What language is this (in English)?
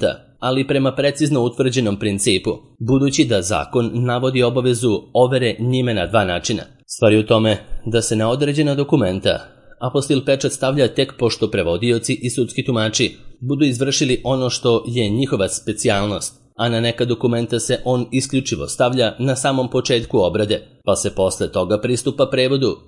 Serbian